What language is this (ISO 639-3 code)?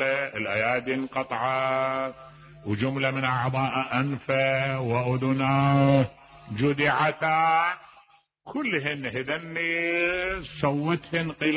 acm